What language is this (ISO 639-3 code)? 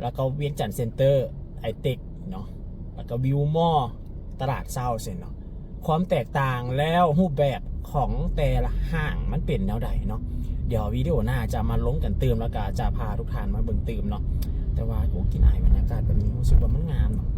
lao